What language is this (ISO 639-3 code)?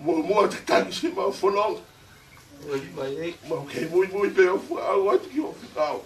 ton